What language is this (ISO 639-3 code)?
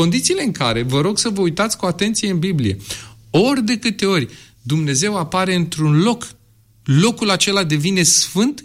ron